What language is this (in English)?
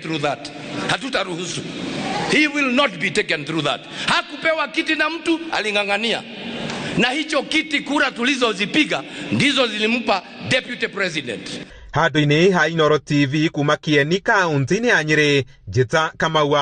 Kikuyu